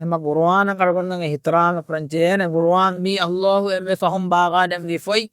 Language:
Divehi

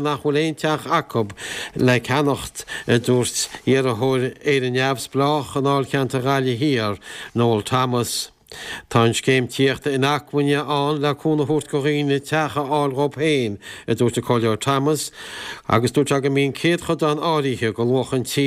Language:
Irish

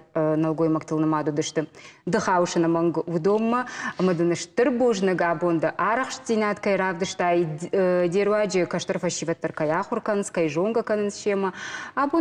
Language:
Ossetic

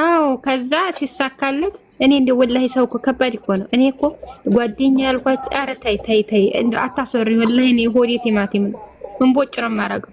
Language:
Amharic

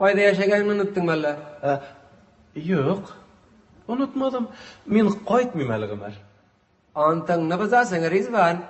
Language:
Tatar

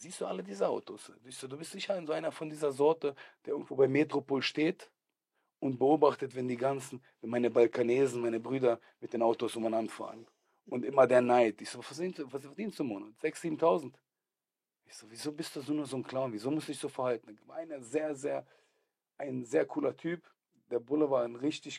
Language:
Swiss German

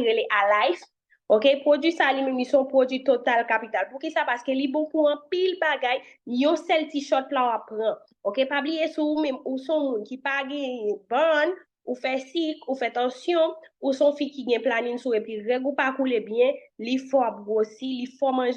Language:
Haitian Creole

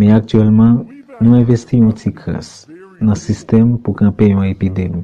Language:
Haitian Creole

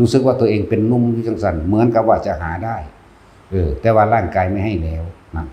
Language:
Northeastern Thai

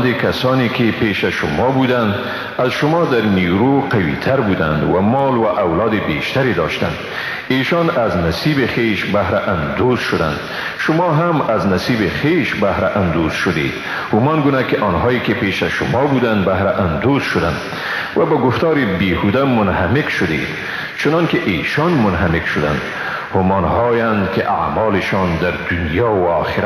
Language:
Persian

